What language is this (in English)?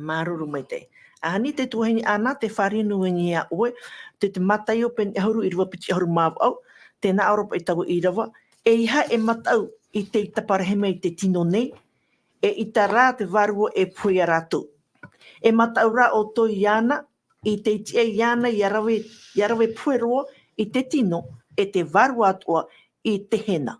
Tahitian